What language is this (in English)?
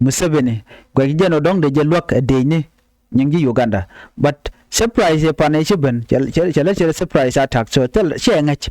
Nuer